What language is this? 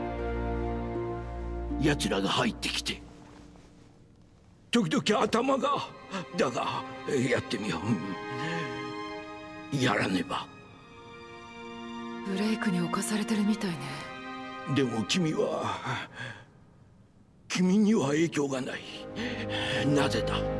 Japanese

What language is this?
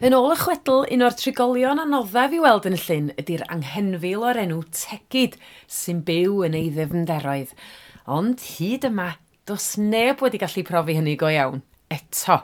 Welsh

